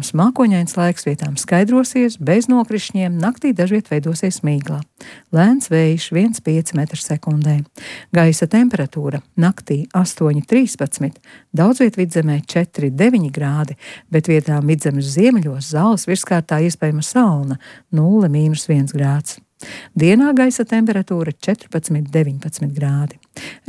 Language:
Latvian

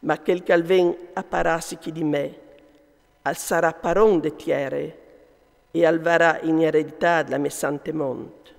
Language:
Friulian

